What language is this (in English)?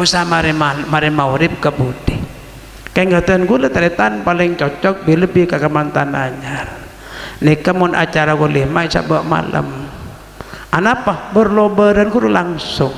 Madurese